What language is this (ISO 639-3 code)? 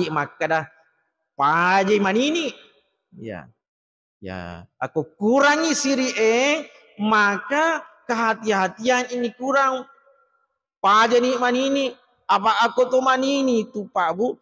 bug